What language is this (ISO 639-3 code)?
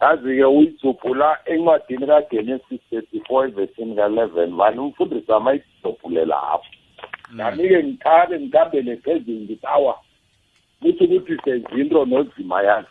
nbl